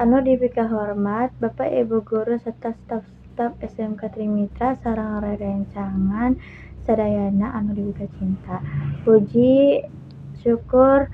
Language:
Sundanese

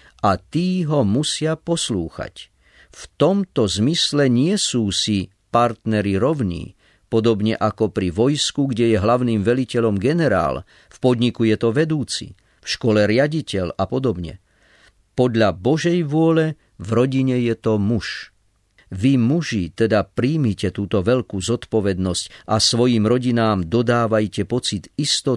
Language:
Slovak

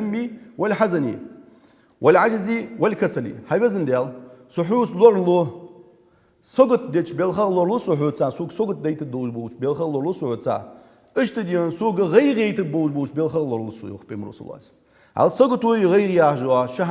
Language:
Ingush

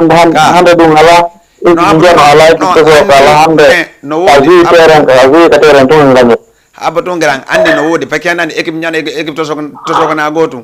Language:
Fula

